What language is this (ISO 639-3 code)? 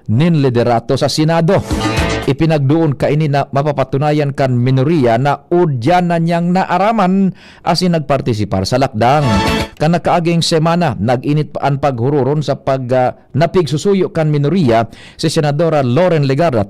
bik